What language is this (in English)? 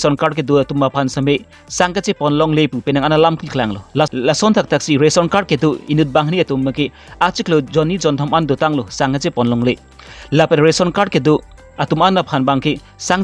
Karbi